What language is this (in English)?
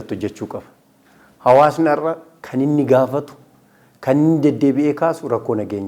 Oromo